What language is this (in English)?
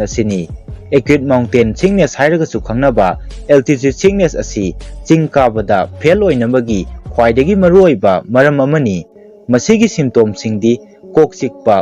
Manipuri